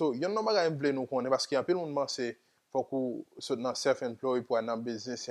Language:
Haitian Creole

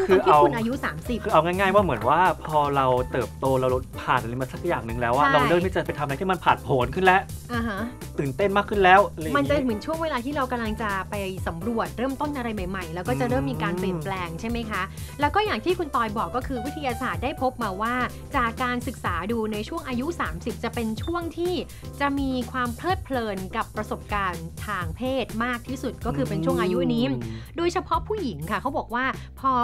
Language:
Thai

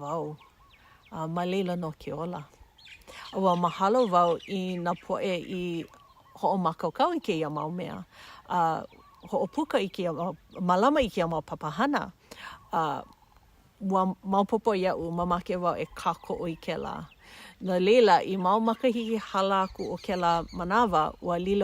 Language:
Hawaiian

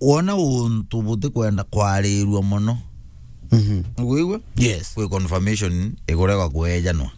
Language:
Meru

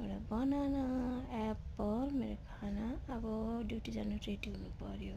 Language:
Nepali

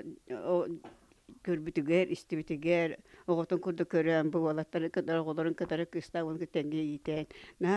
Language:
Yakut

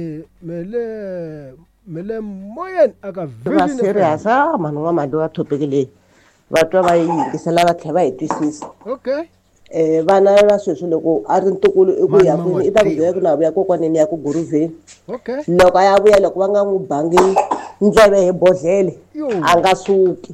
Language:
Tsonga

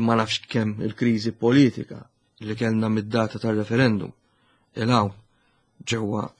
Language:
Maltese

